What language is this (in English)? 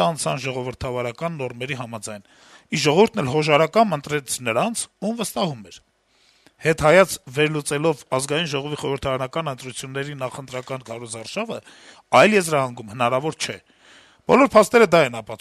Armenian